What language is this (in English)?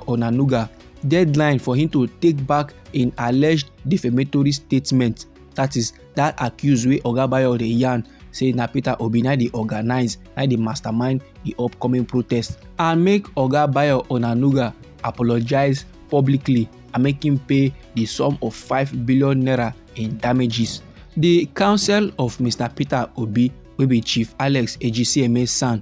Nigerian Pidgin